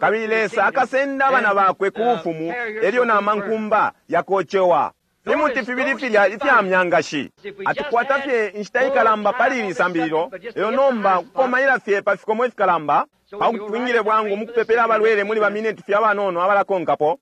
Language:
Bemba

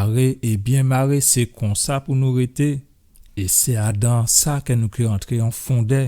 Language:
Guadeloupean Creole French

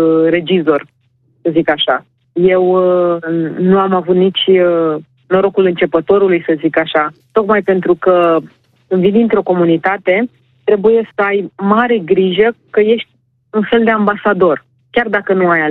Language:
Romanian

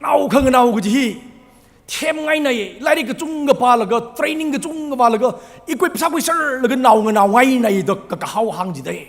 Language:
Tangkhul Naga (India)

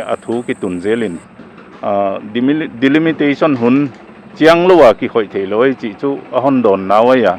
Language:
Paite Chin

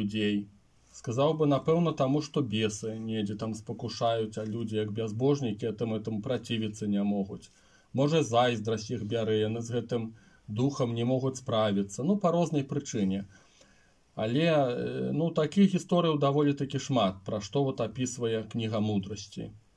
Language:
Belarusian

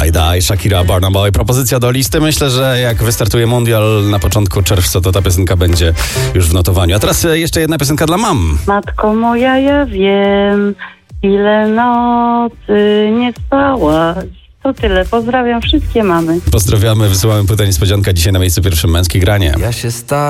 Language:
Polish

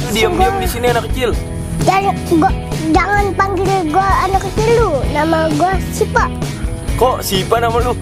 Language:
Betawi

